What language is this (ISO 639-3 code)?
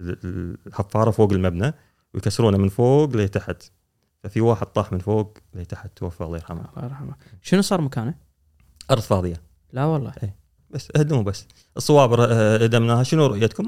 afb